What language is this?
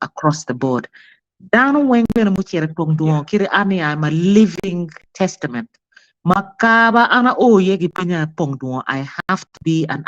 Acoli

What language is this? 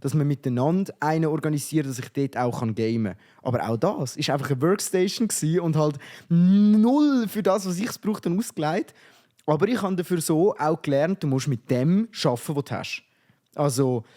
Swiss German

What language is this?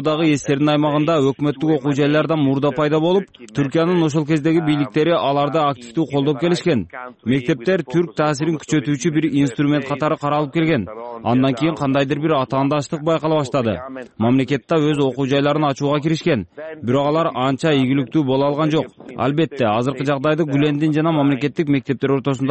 Kyrgyz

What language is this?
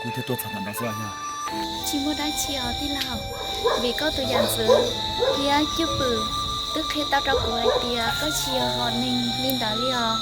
Hmong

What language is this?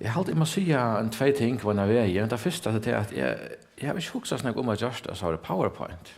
Faroese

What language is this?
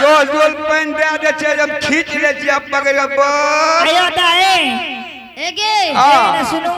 Angika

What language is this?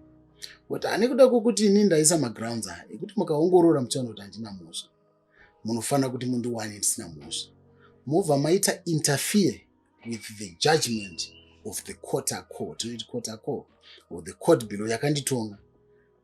Shona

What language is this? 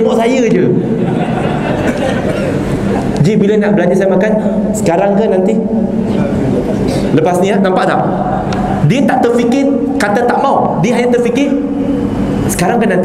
Malay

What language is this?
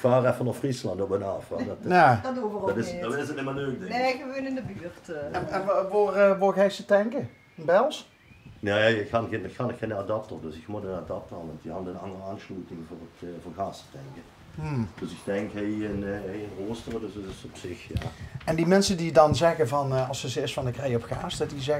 Limburgish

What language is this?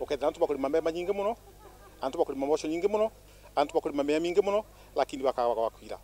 Meru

